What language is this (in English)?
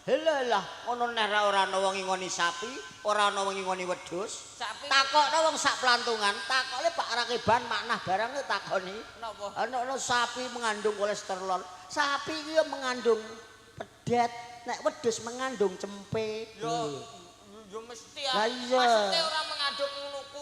Javanese